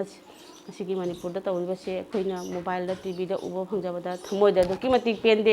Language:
Manipuri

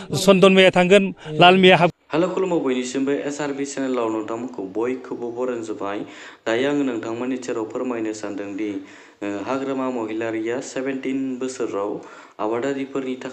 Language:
Bodo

